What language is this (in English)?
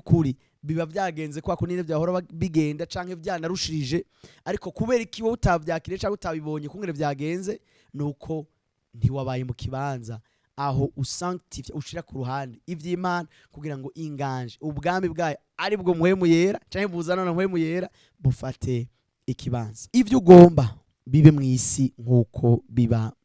Rundi